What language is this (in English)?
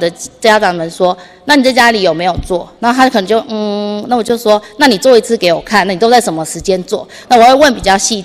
Chinese